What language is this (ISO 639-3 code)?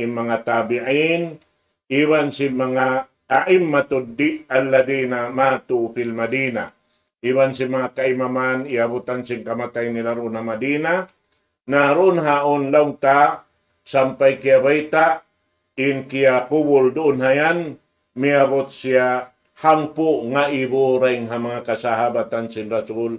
tsg